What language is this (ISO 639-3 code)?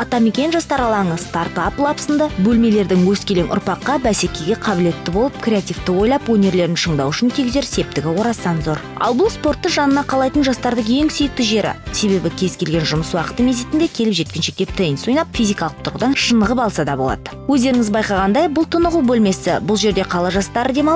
kaz